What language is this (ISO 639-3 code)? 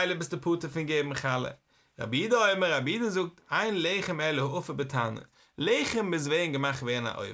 yid